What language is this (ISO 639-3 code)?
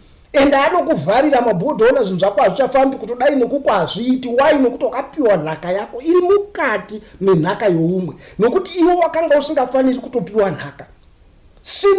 sna